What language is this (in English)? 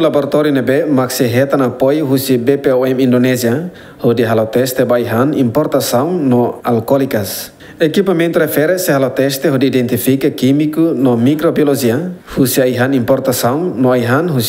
Tetum